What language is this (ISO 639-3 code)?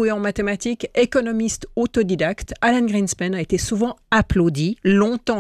fra